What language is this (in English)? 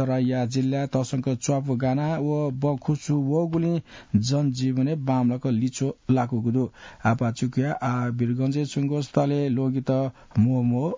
Newari